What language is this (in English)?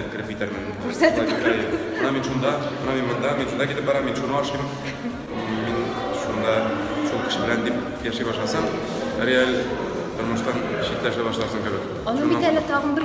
Tatar